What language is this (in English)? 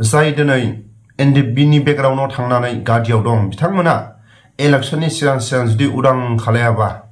Bodo